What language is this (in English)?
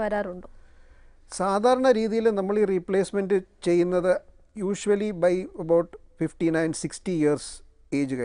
Malayalam